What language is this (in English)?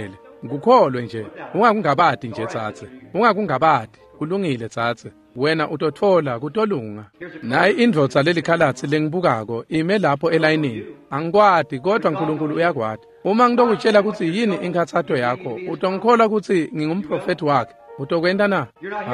Swati